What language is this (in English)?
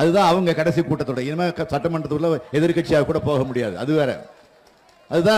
Tamil